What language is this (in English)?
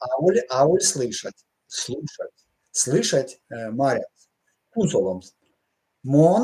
Erzya